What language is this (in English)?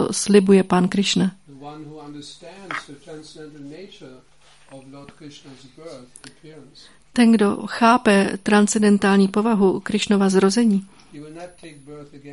Czech